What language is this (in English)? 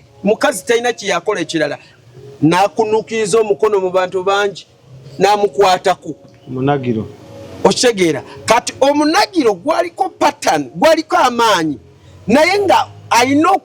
Ganda